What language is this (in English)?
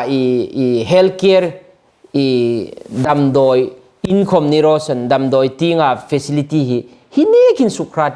Hmar